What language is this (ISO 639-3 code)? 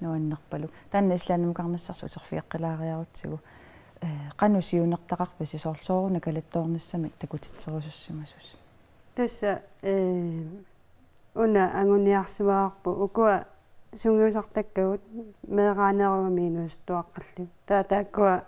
kal